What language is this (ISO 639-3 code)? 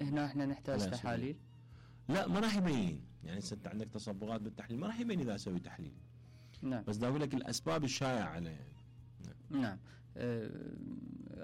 acm